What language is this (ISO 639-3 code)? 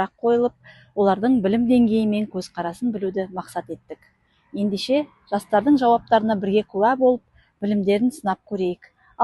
kaz